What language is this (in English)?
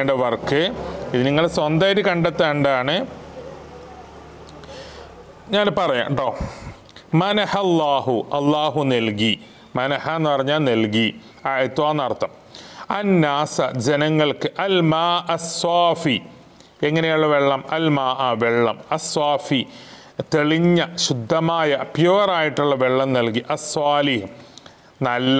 Malayalam